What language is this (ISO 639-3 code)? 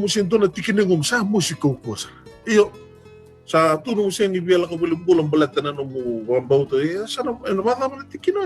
fij